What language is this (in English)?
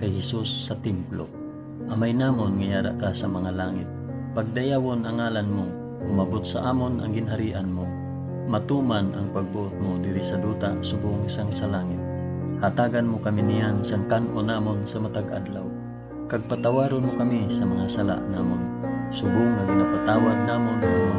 Hiligaynon